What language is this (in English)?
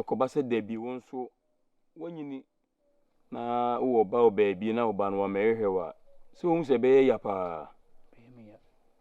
Akan